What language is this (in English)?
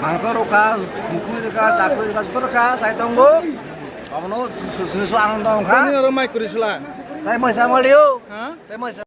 Kok Borok